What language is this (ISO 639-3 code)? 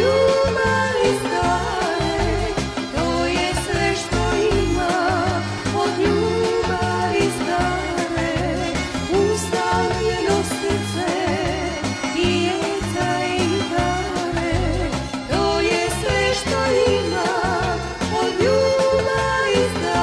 srp